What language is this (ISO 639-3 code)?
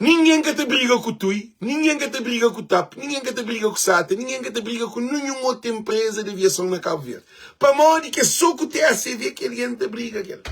kea